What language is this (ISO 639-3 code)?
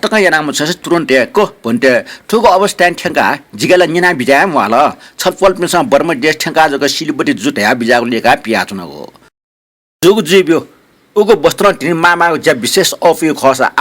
new